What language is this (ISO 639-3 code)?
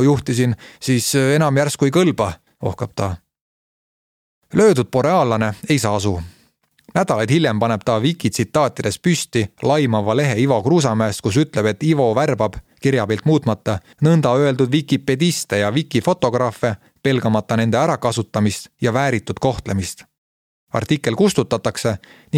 est